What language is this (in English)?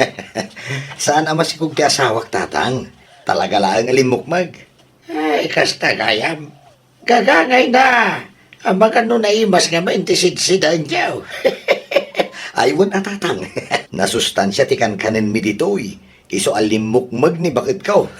Iloko